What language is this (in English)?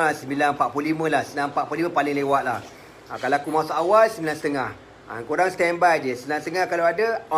Malay